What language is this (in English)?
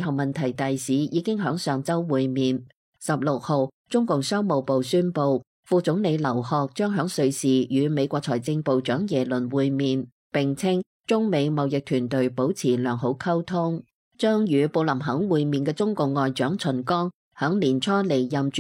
Cantonese